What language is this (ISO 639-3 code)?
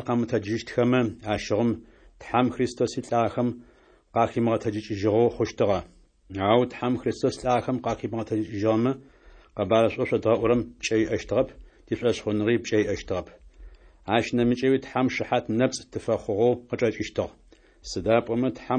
ady